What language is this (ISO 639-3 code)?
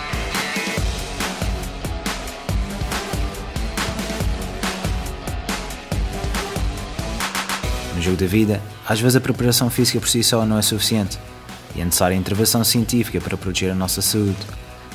por